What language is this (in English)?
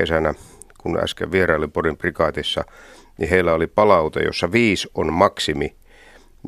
Finnish